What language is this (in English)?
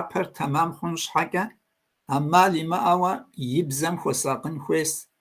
Kabardian